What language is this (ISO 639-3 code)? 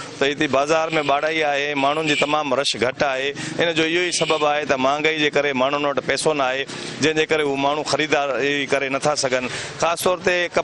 snd